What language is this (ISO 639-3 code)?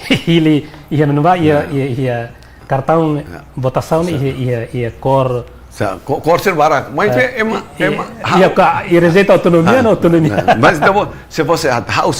tet